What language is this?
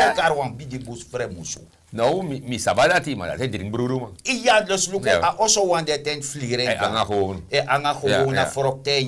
Sranan Tongo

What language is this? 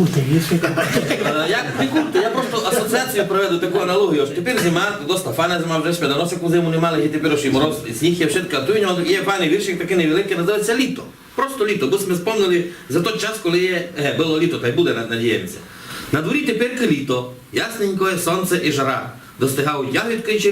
Rusyn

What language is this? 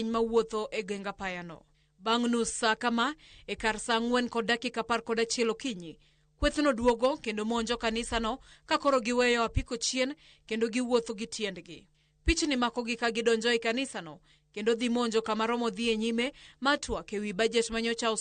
Luo (Kenya and Tanzania)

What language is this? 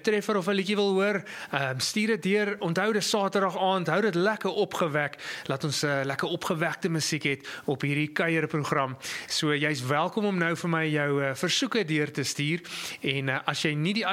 Afrikaans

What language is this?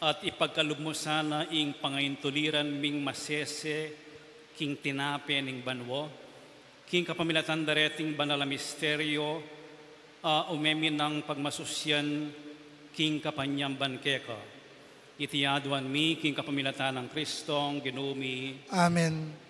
Pampanga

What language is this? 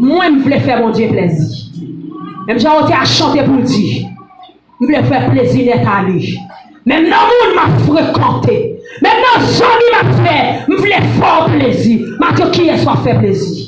Haitian Creole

